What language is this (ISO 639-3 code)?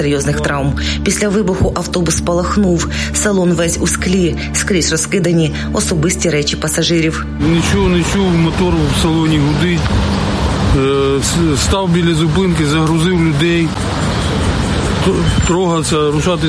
ukr